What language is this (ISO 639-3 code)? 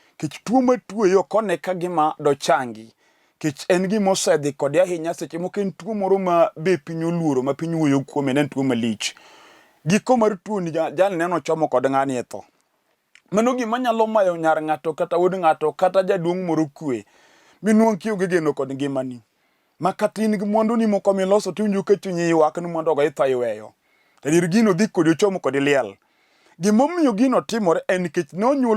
luo